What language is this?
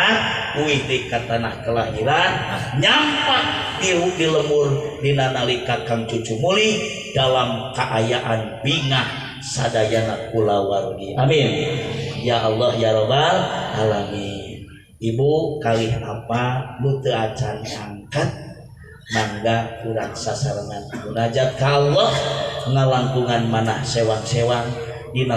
Sundanese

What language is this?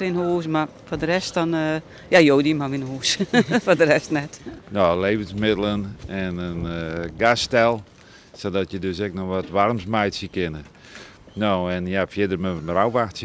Western Frisian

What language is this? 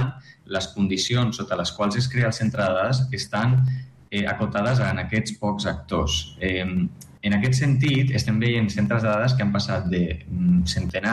Catalan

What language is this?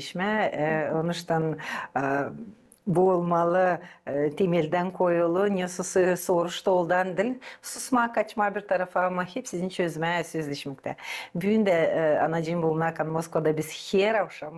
Gagauz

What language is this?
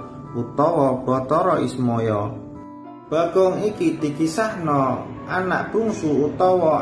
Javanese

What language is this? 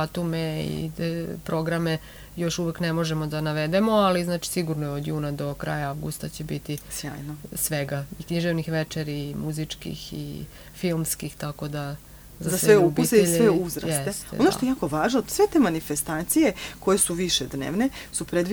Serbian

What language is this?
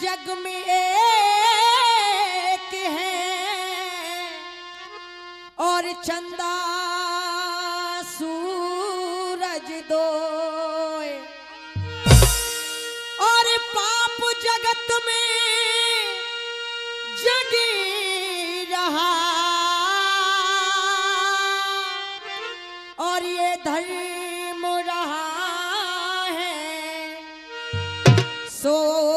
Hindi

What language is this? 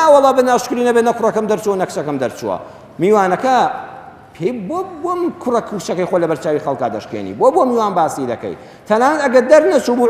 Central Kurdish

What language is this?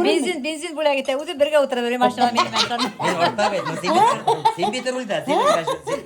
Bashkir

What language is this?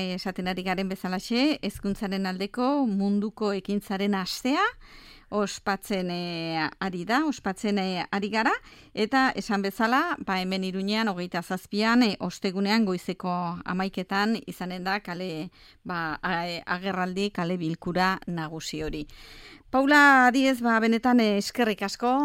Basque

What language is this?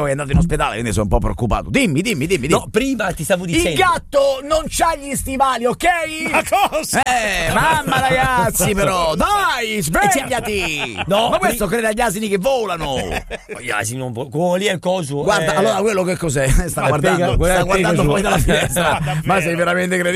Italian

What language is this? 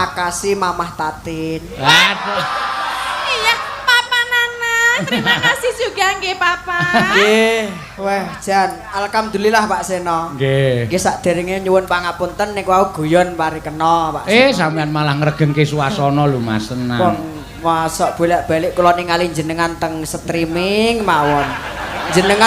Javanese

